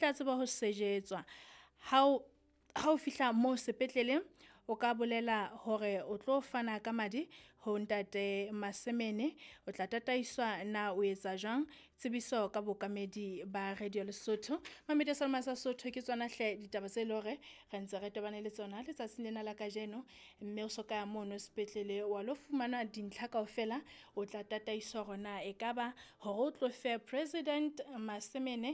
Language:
Southern Sotho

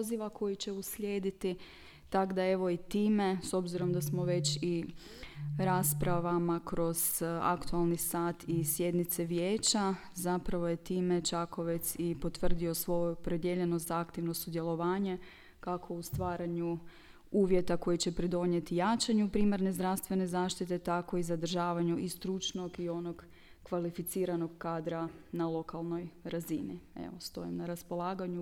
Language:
Croatian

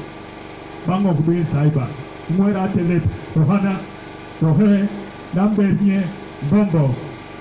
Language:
Basaa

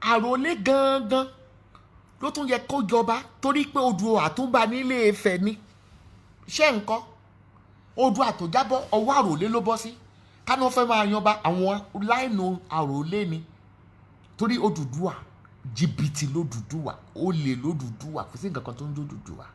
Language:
Yoruba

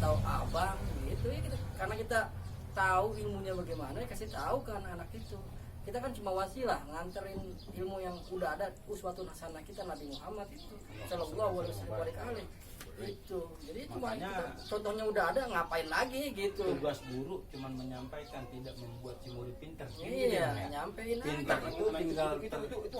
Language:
Betawi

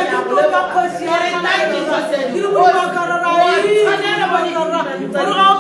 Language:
Tswana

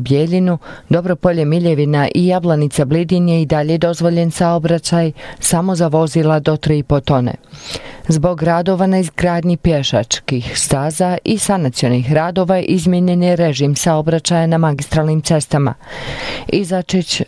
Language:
Bosnian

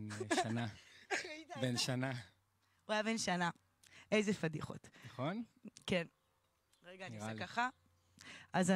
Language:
Hebrew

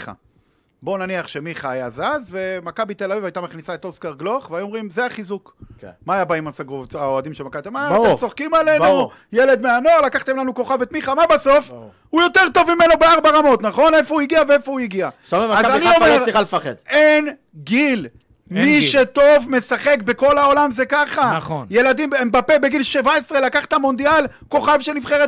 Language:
Hebrew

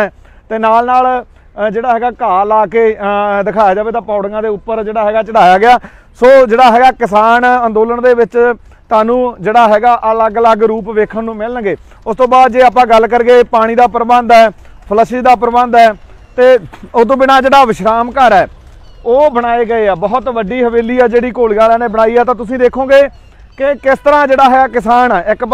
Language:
Punjabi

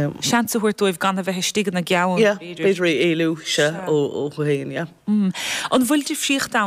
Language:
Irish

